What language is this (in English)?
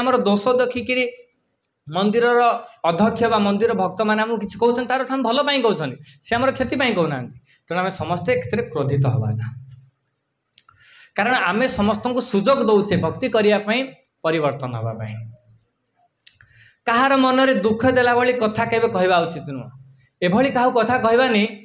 Odia